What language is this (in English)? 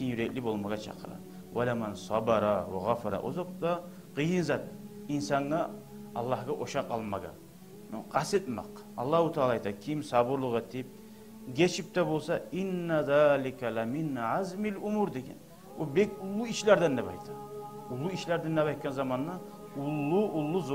Kumyk